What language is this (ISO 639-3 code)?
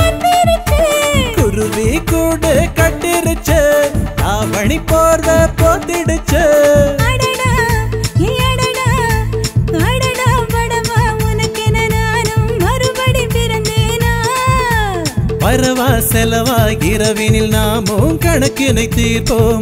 tam